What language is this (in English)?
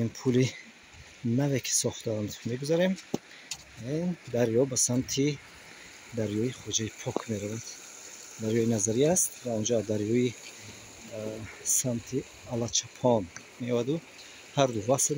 Tajik